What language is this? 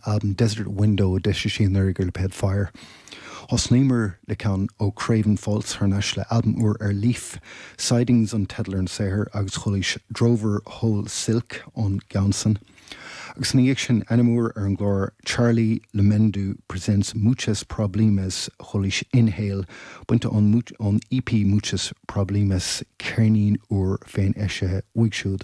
Irish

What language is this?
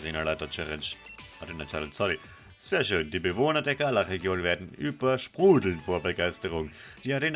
Swiss German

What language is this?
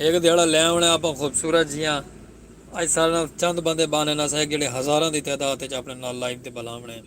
Saraiki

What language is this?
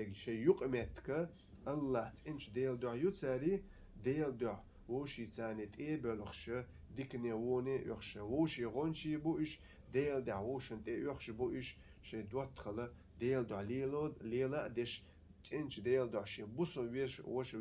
Chechen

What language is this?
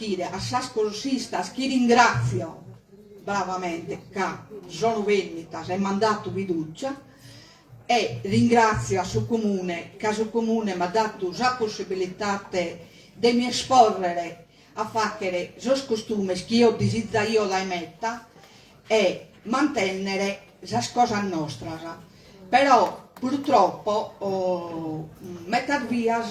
Sardinian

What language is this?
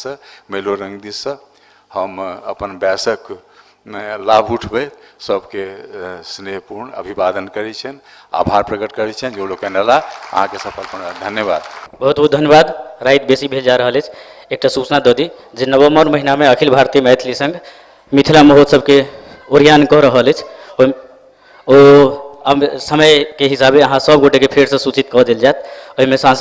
Maithili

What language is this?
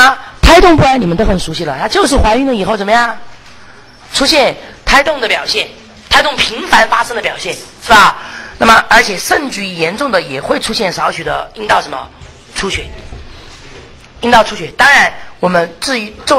Chinese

